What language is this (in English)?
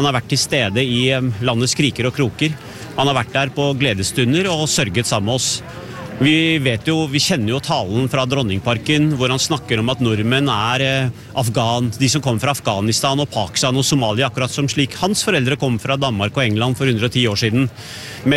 Norwegian